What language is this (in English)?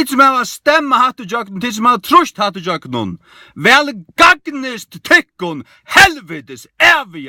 Faroese